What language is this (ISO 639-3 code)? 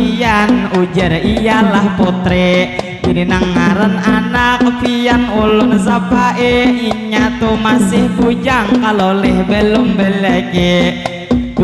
bjn